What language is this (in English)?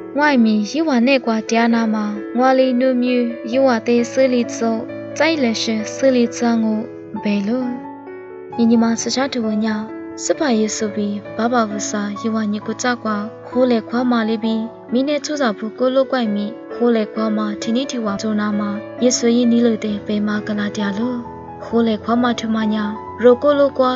Lisu